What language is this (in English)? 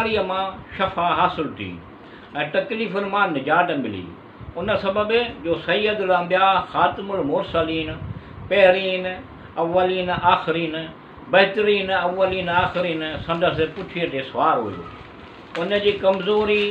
Sindhi